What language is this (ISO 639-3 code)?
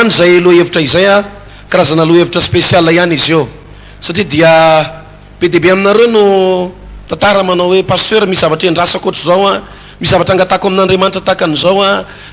mlg